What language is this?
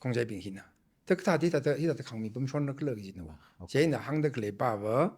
Tangkhul Naga (India)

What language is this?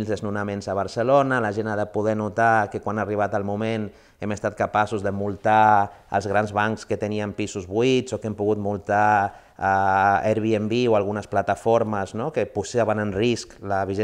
Catalan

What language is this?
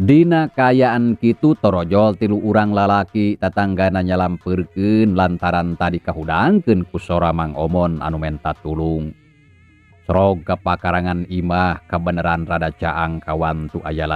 Sundanese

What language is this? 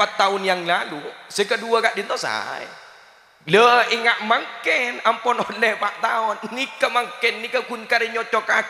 Madurese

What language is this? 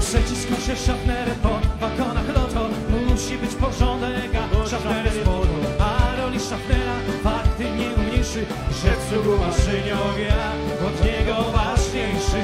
Silesian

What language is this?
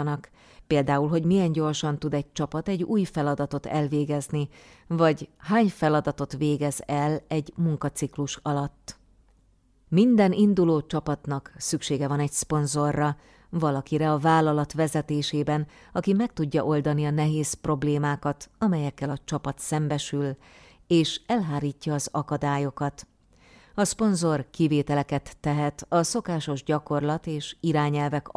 Hungarian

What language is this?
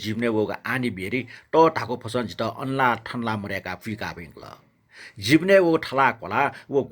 Newari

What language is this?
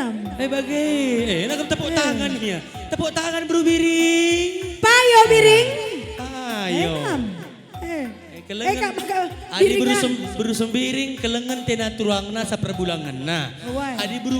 Batak Karo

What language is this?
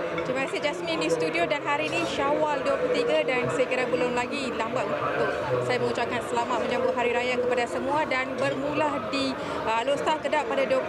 Malay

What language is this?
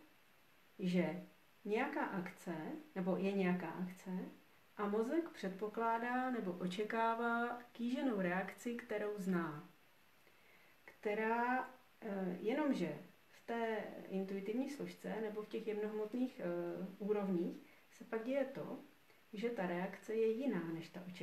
Czech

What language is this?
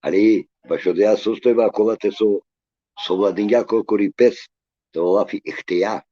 Balkan Romani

